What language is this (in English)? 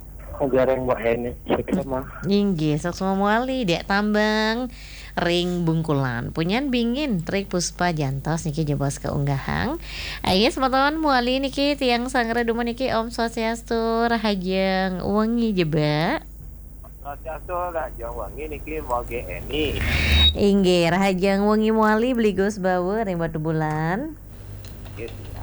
Balinese